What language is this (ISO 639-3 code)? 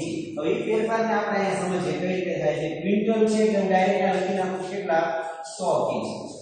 guj